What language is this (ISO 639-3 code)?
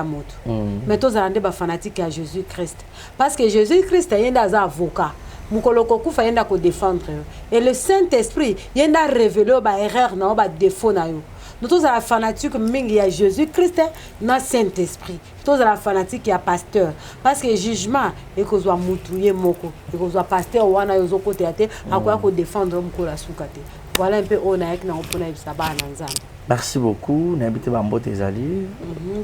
lin